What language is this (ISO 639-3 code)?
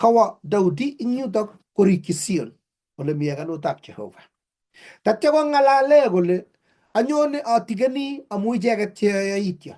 kln